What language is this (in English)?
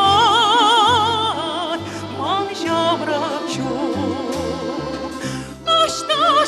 Chuvash